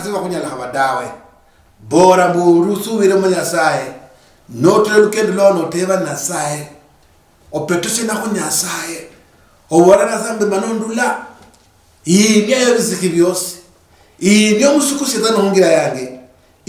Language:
Luyia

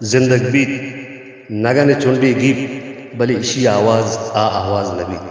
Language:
Baluchi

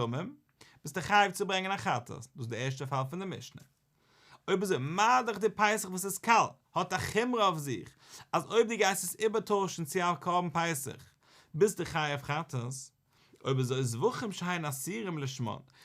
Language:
Yiddish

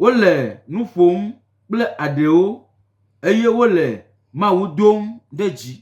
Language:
Gen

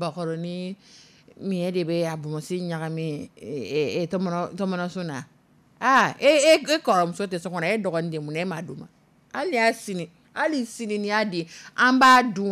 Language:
Dyula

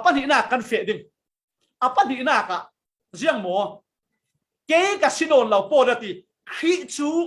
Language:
Falam Chin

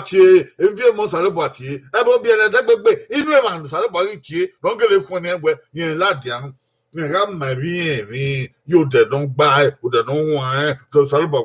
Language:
Bini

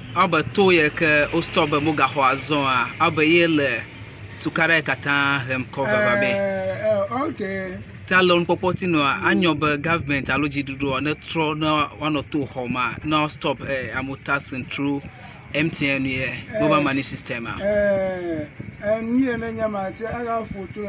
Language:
Ewe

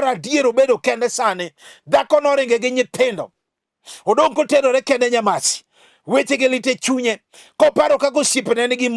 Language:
Luo (Kenya and Tanzania)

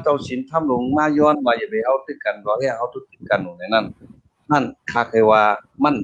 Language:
Shan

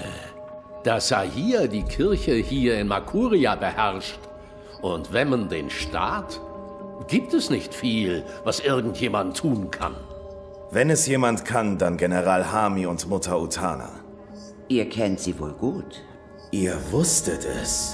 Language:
Swiss German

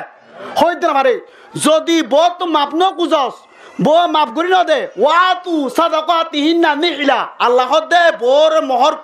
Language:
Rohingya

